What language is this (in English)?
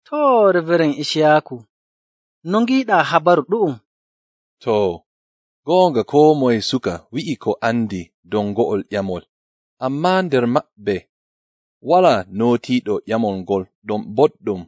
Nigerian Fulfulde